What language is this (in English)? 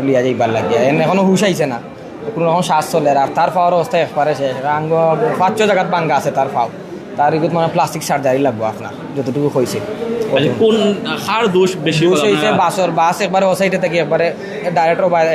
Sylheti